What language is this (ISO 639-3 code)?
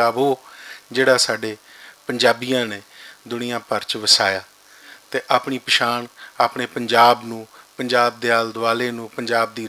lah